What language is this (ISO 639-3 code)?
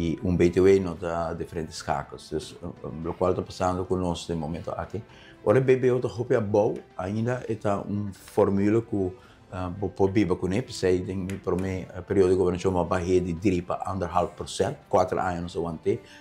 pap